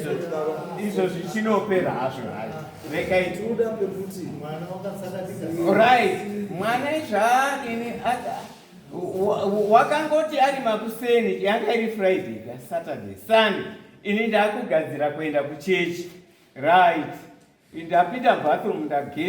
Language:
Shona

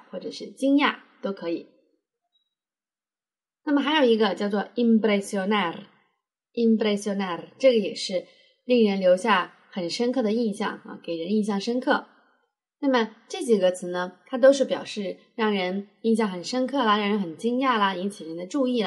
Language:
Chinese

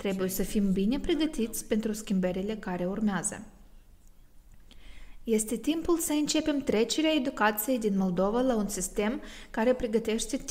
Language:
Romanian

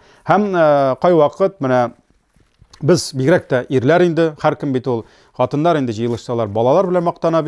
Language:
Tatar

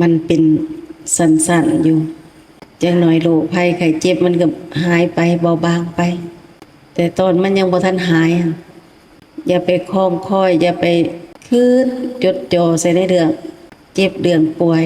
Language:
Lao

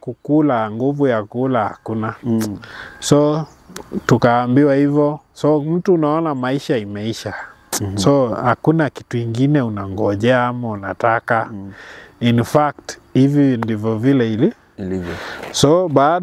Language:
Swahili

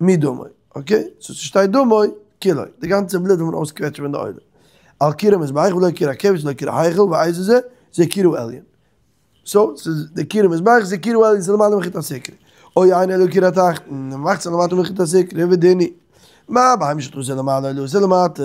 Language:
Yiddish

